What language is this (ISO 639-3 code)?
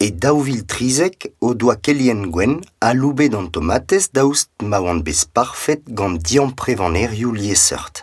bre